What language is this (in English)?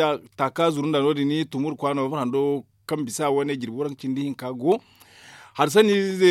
Zarma